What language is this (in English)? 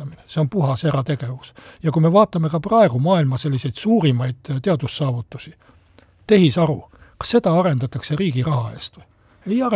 Estonian